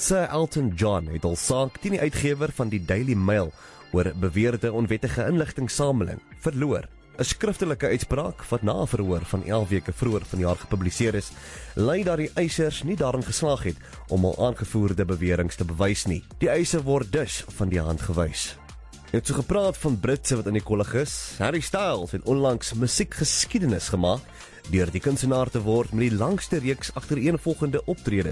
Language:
Afrikaans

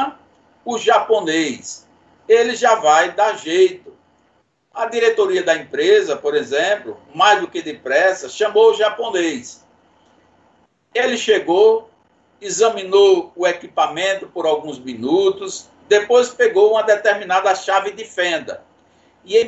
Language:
Portuguese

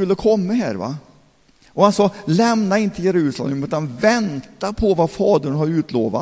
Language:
Swedish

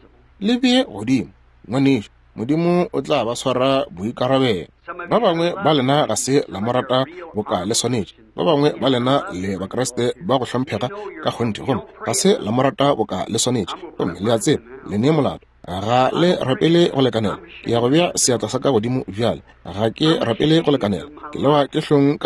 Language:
Northern Sotho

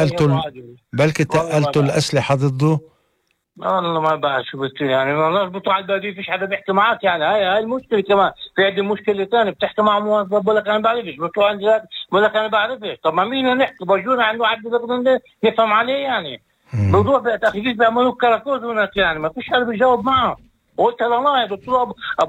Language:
North Levantine Arabic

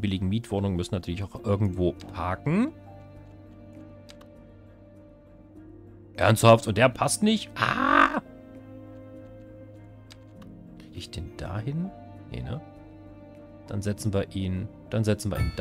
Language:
German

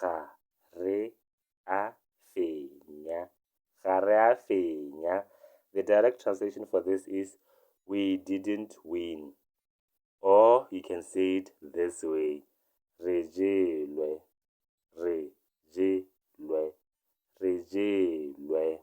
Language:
Tswana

